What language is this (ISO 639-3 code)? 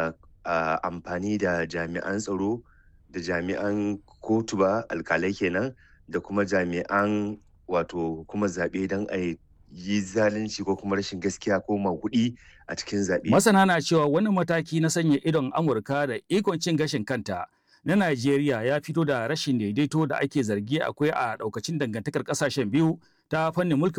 hau